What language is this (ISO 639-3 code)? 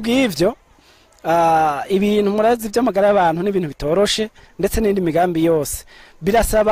run